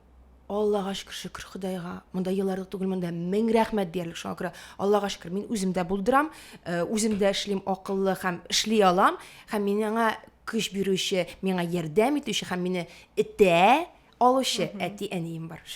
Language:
Tatar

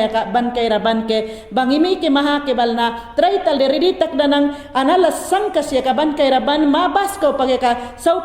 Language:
Mayangna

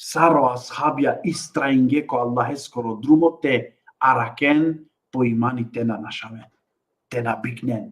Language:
Balkan Romani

